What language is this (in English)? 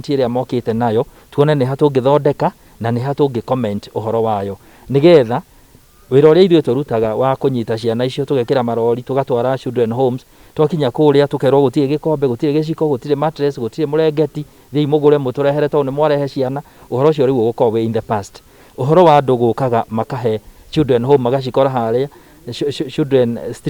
Kikuyu